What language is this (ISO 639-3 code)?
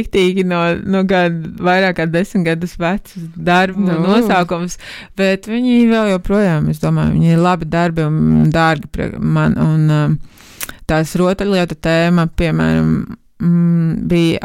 lav